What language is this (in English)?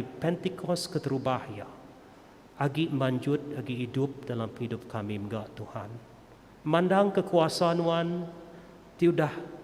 Iban